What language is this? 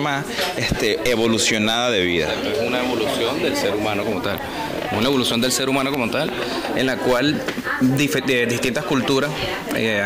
Spanish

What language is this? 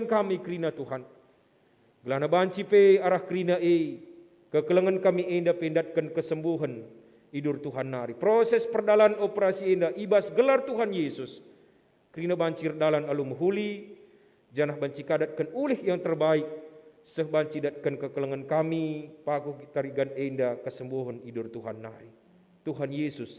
Batak Karo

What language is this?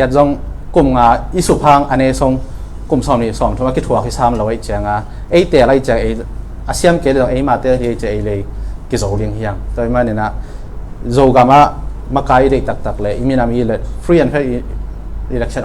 Tedim Chin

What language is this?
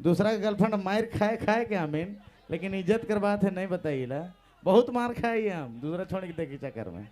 Sadri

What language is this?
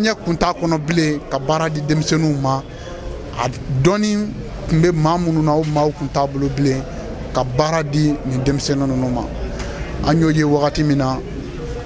Bambara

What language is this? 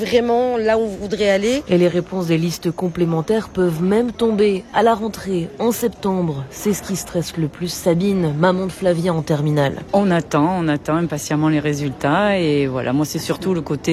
French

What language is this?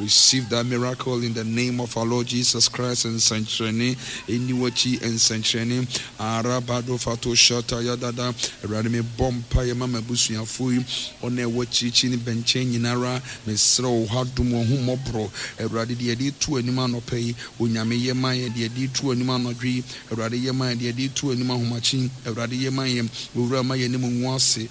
Akan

